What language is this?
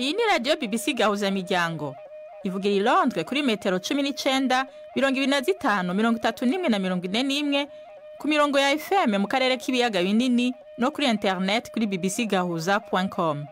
Rundi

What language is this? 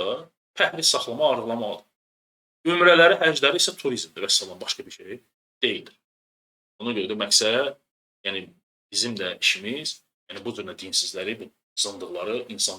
Azerbaijani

